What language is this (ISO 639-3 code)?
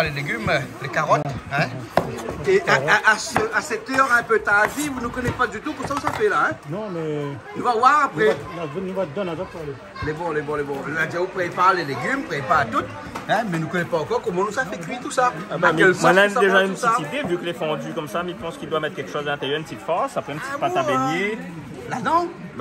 rcf